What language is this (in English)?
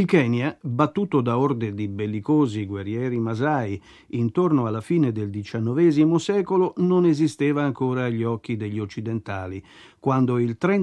Italian